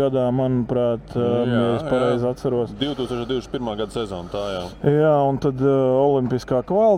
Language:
Latvian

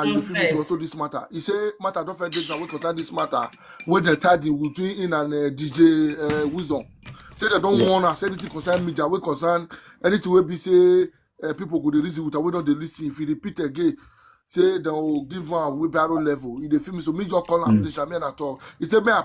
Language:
Nigerian Pidgin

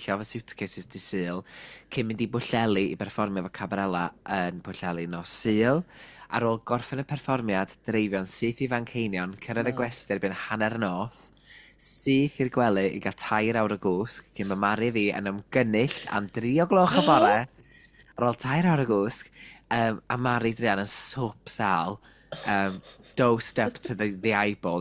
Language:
Welsh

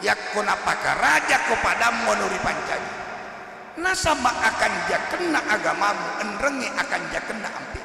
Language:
Buginese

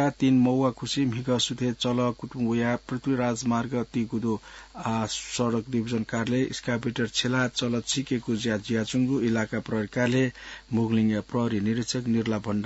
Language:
Newari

